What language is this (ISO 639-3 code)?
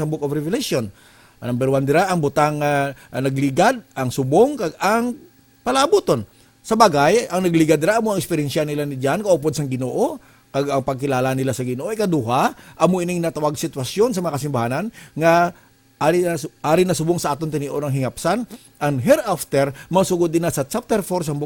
hil